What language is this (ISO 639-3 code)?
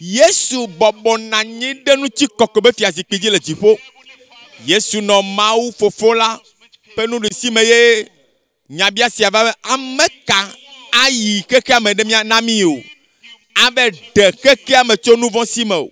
ewe